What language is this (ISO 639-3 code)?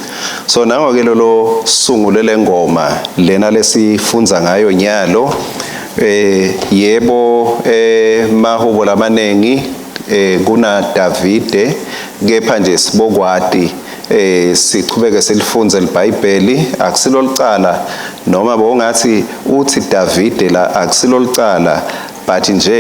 ssw